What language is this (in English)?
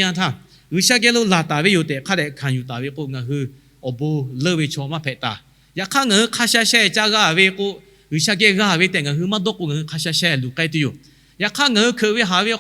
Lahu